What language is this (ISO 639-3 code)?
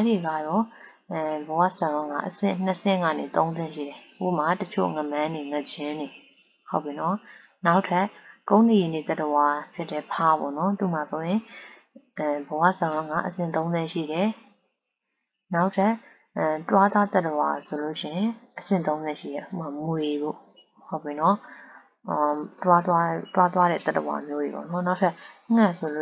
mya